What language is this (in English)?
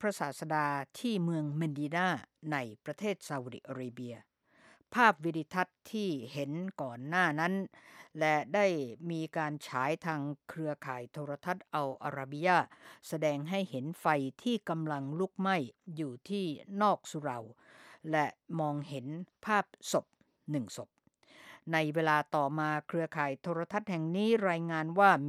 Thai